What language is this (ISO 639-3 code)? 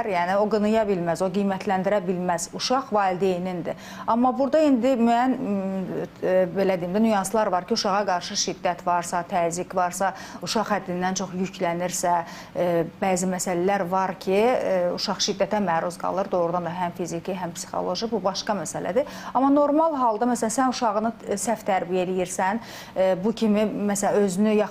aze